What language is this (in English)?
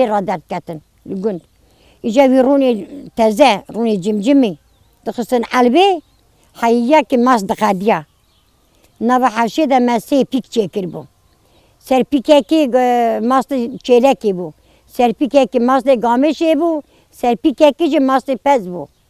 Kurdish